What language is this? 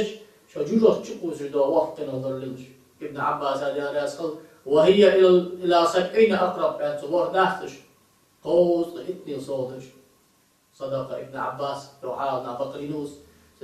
Ingush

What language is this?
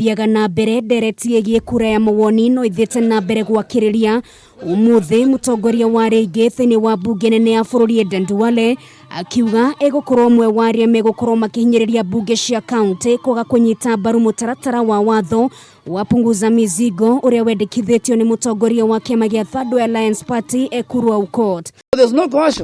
Kikuyu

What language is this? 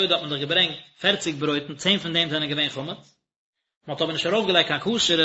Yiddish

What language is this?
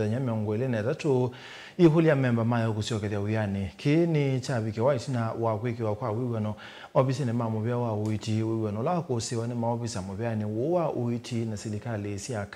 Kamba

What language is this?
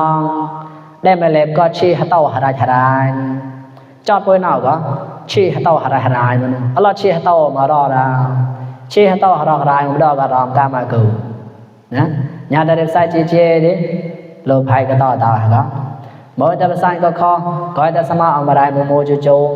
Mon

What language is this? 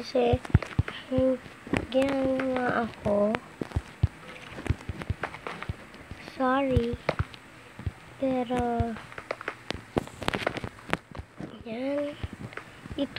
Filipino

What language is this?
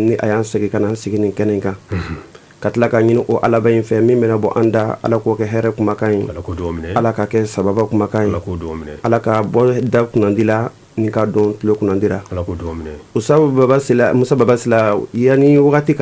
Bambara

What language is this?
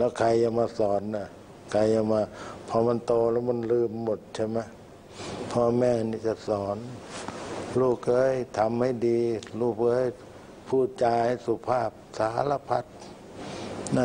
Thai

